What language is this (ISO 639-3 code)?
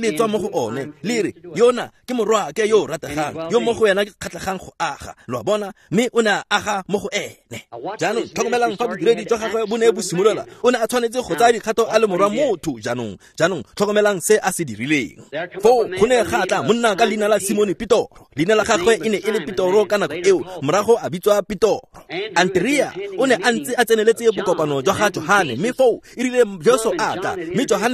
tsn